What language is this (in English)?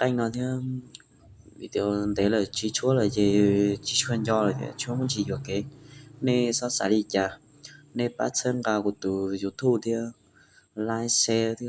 Hmong